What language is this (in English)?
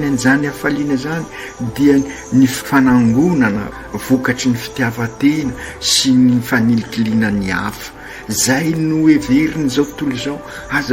Malagasy